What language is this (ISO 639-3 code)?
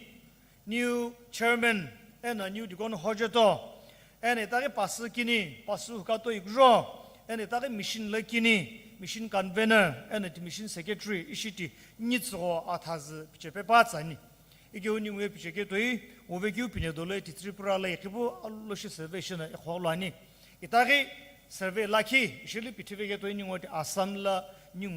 nsm